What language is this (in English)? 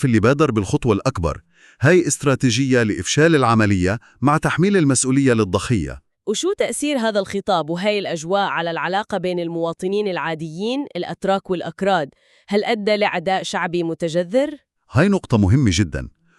North Levantine Arabic